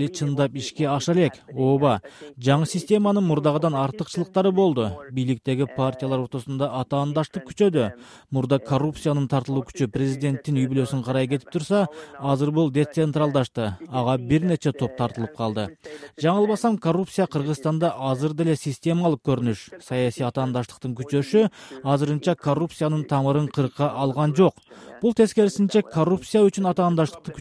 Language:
Kyrgyz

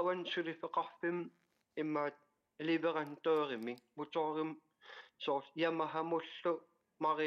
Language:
Kalaallisut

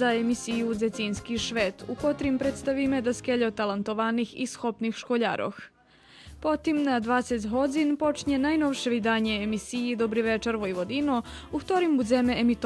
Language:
Rusyn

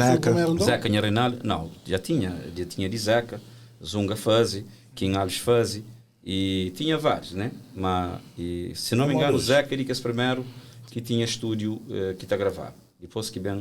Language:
Kabuverdianu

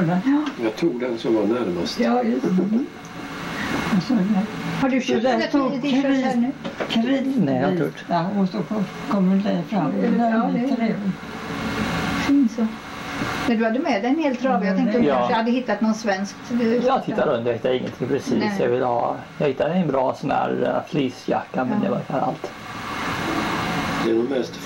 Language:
Swedish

